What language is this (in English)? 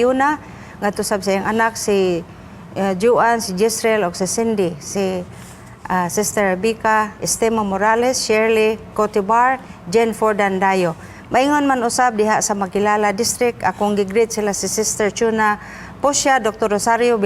Cebuano